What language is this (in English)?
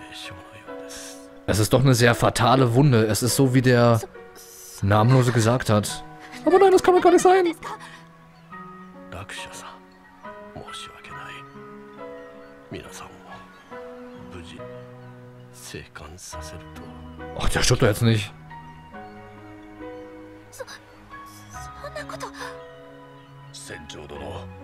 German